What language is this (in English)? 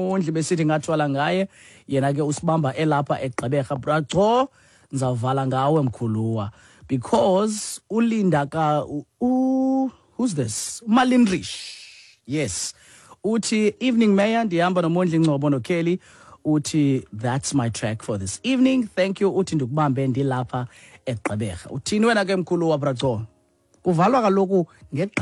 Xhosa